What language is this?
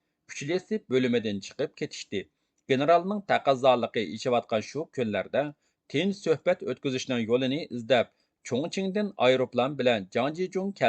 Uyghur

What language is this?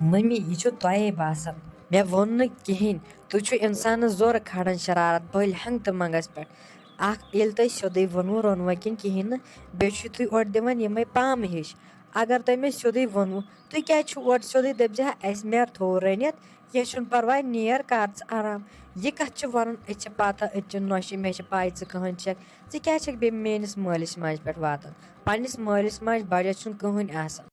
Kashmiri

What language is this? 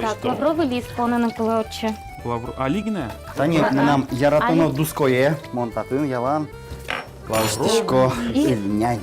Udmurt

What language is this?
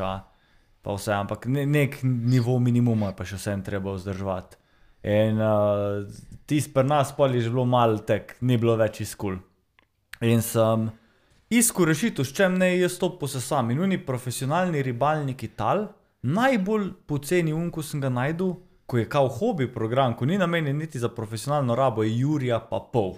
Slovenian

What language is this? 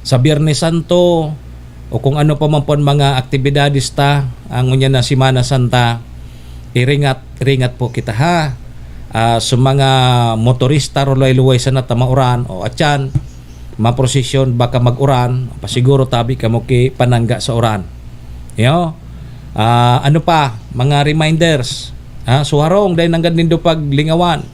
Bikol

